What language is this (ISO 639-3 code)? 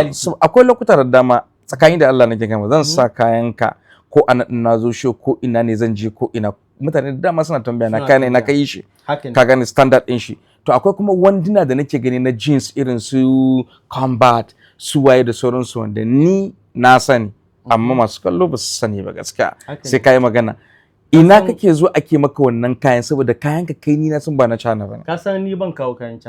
hau